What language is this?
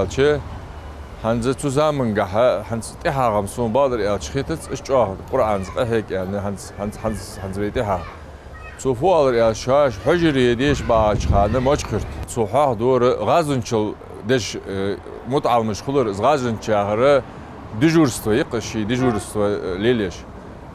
Ingush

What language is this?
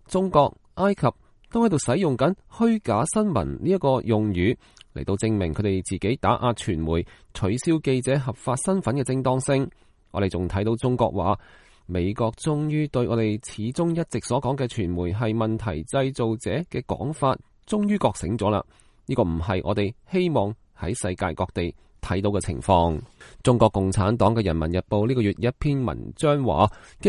Cantonese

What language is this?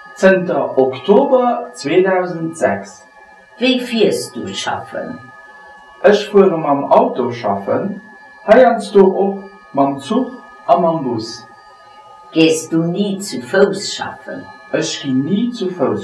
Luxembourgish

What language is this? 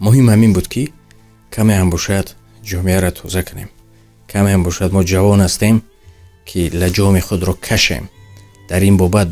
Tajik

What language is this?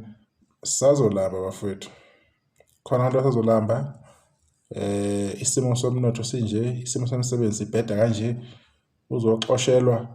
Zulu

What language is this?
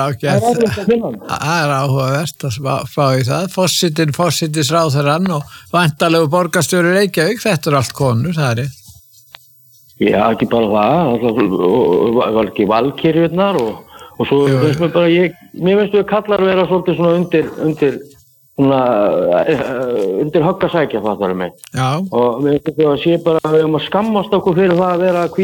Icelandic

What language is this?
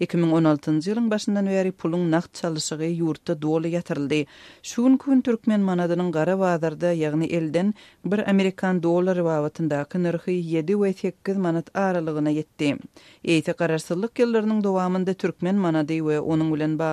Turkmen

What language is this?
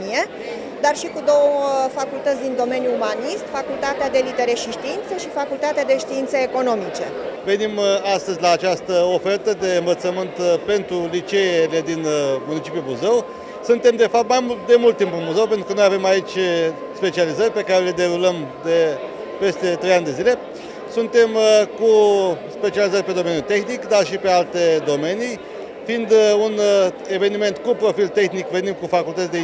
Romanian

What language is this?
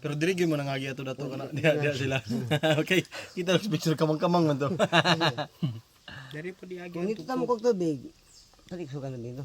Cebuano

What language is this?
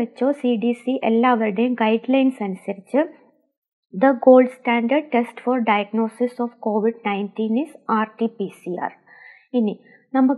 Malayalam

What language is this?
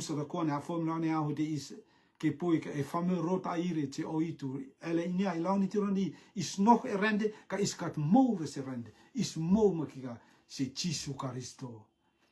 Rotuman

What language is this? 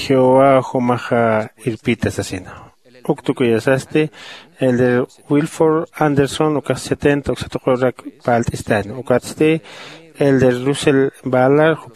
Aymara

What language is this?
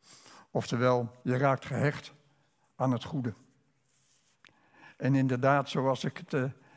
Dutch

